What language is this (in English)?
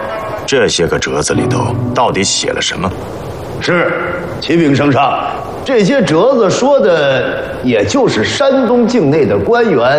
Chinese